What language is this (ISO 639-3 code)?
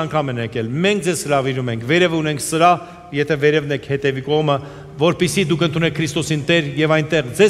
hye